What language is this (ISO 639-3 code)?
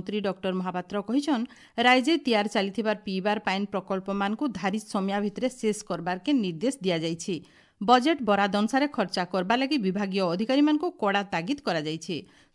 ori